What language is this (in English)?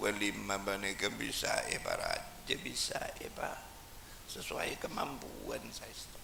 Madurese